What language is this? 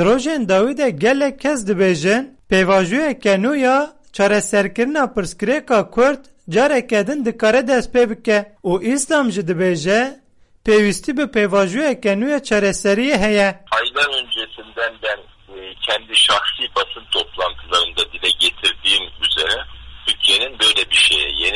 Kurdish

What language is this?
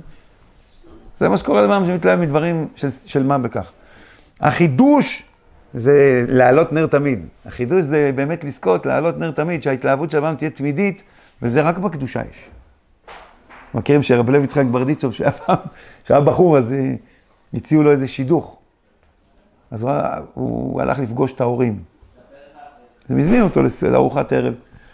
Hebrew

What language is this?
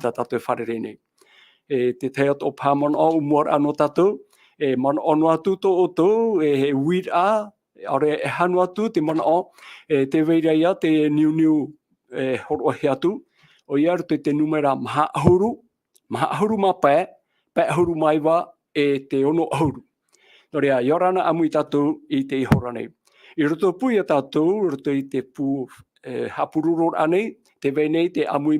Tahitian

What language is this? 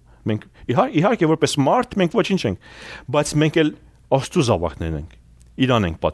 Armenian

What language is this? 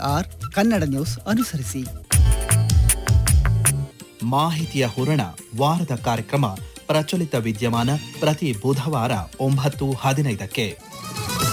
Kannada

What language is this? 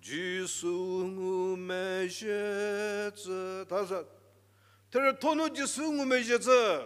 Angami Naga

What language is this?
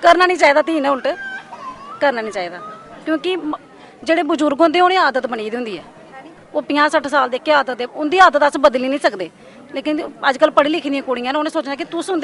Dogri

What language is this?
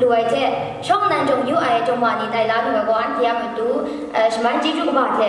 Kachin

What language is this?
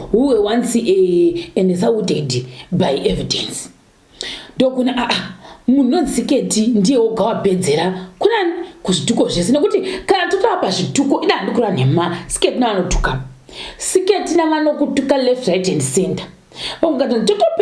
Shona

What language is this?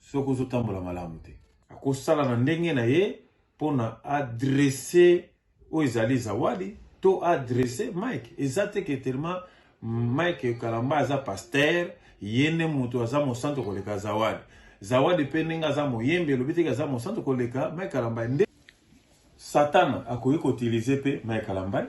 Lingala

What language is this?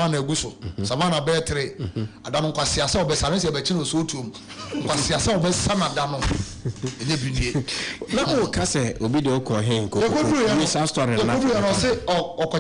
Akan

